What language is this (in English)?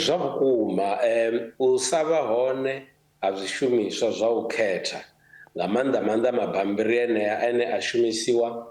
Venda